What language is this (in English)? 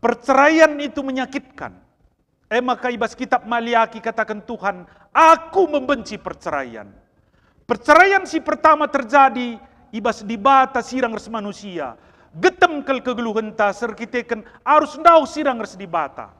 Batak Karo